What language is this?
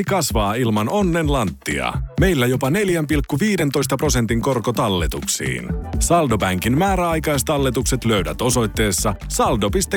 Finnish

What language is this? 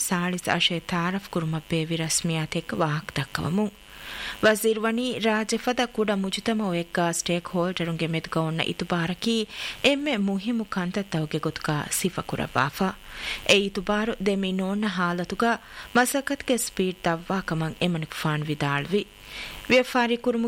Divehi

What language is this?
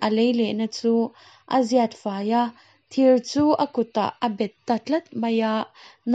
Mizo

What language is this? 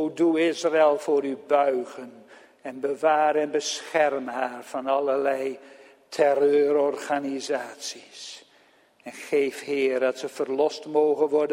Dutch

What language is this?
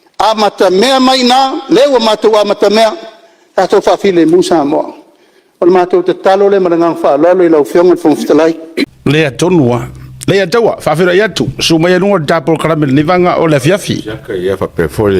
Samoan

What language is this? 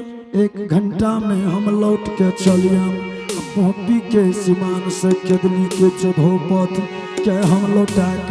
Angika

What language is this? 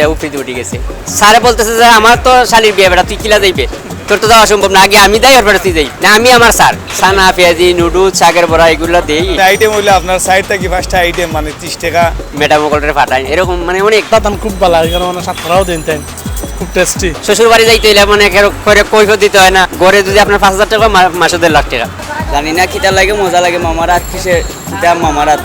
Sylheti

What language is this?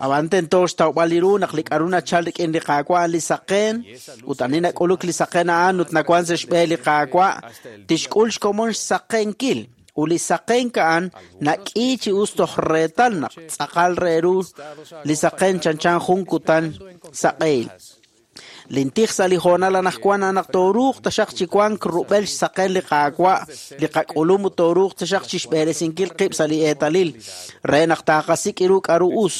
Kekchí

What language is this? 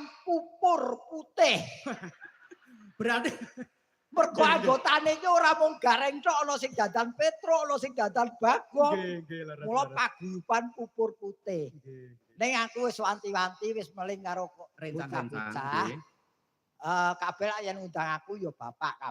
Javanese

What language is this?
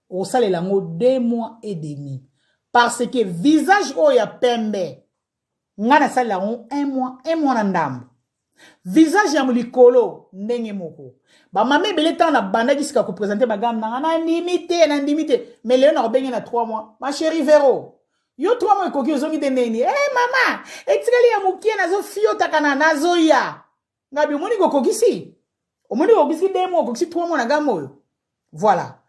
Lingala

